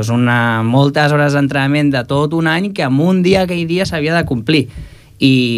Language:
Catalan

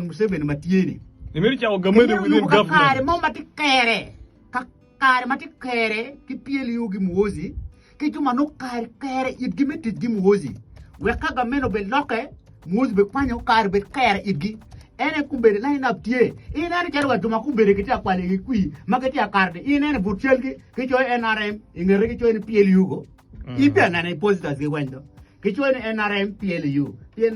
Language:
Acoli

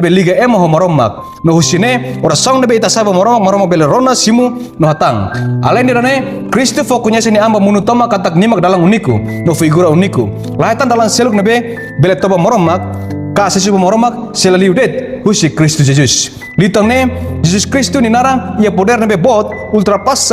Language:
Tetum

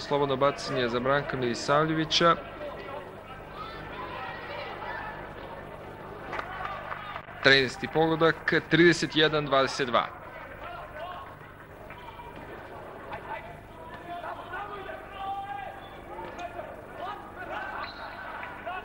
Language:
Serbian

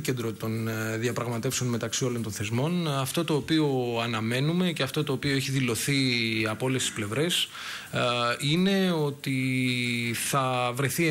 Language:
Greek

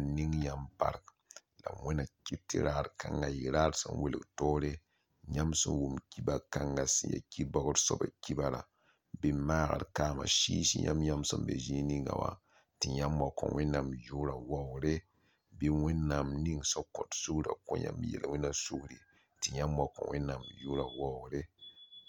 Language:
Mossi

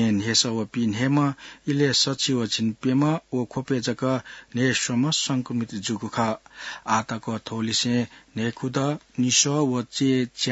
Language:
Newari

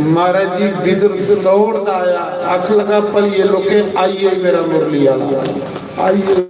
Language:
Dogri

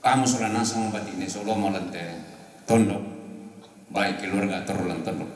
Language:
Toraja-Sa'dan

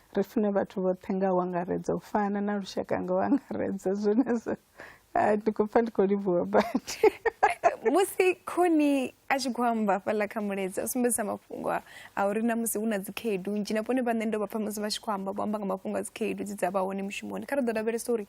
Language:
Venda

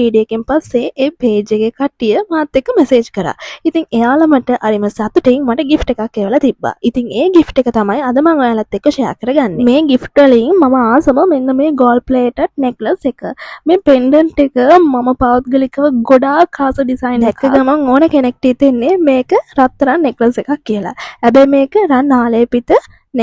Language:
Sinhala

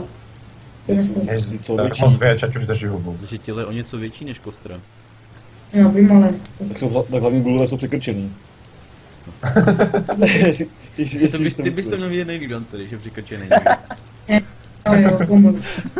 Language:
Czech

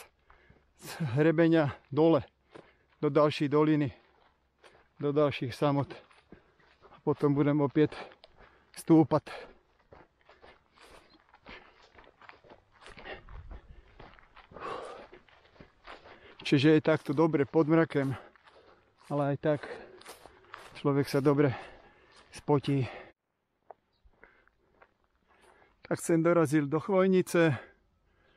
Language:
Slovak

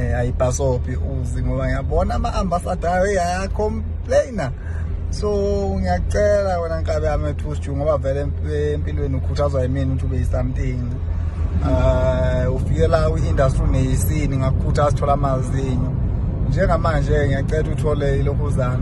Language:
Zulu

